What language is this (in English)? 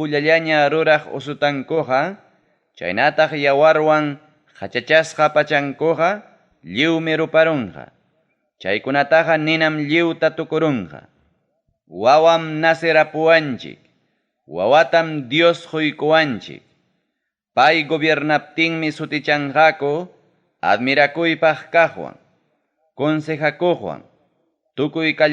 Ayacucho Quechua